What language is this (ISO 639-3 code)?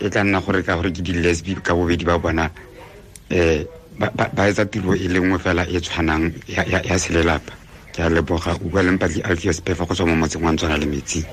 tsn